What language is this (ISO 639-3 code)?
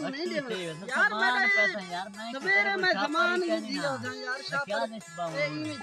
skr